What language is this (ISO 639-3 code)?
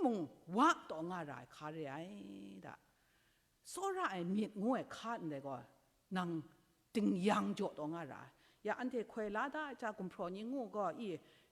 kac